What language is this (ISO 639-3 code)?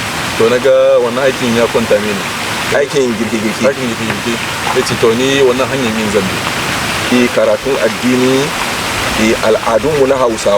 hau